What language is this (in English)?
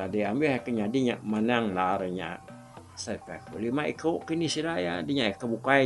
Iban